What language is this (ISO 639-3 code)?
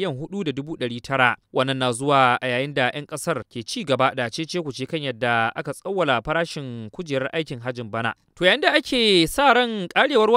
hau